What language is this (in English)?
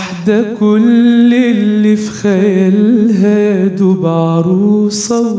Egyptian Arabic